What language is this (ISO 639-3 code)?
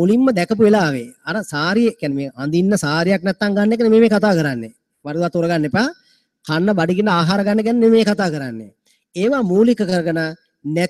sin